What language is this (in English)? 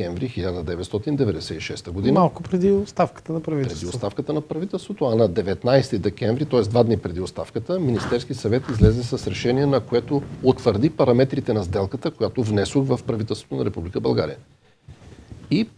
Bulgarian